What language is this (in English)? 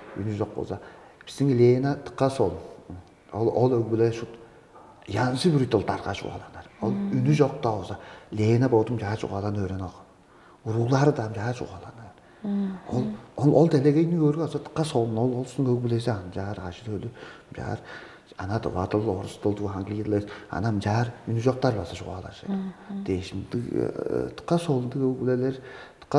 Tuvinian